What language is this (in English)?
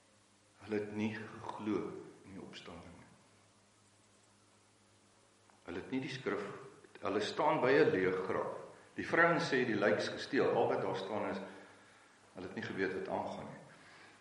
Afrikaans